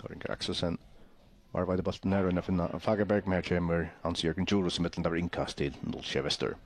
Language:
Faroese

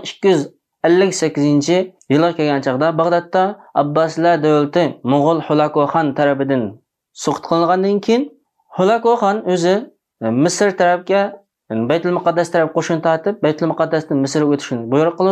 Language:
Uyghur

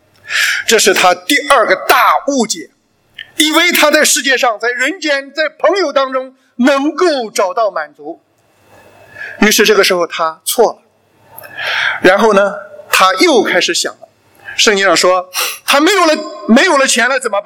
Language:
Chinese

